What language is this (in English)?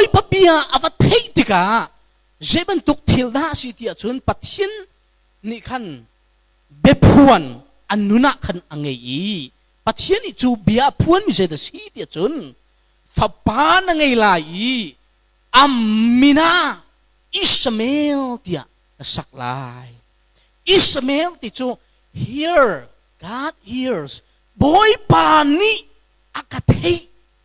Hakha Chin